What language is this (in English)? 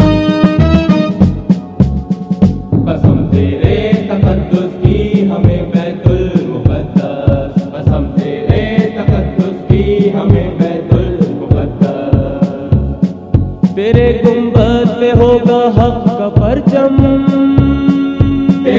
Urdu